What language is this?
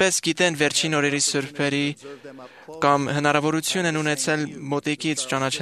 Armenian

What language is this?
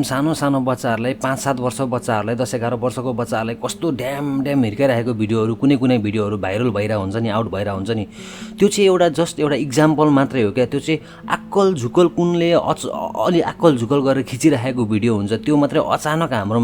Nepali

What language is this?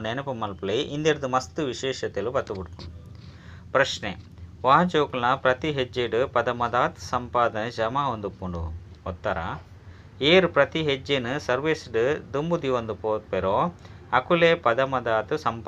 Tulu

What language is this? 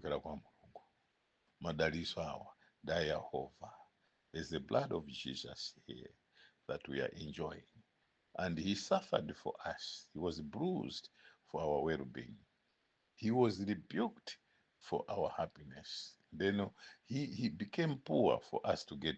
Nyanja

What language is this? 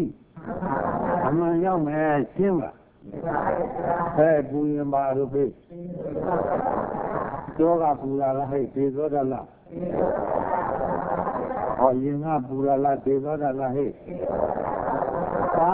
Burmese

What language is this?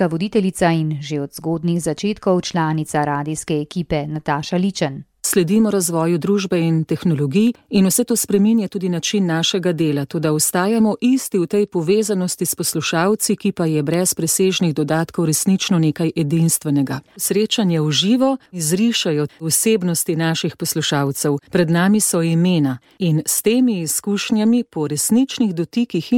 Slovenian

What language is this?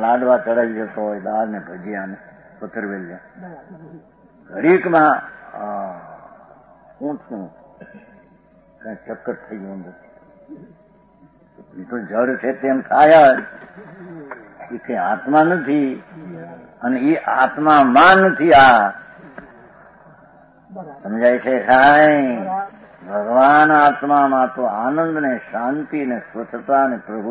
Gujarati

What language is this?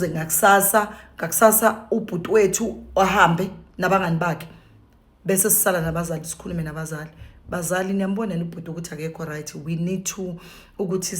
Zulu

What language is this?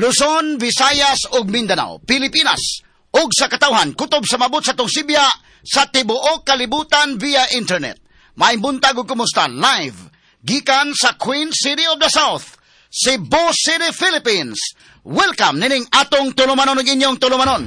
Cebuano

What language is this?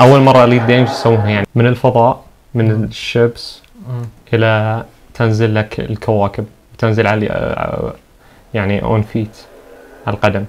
Najdi Arabic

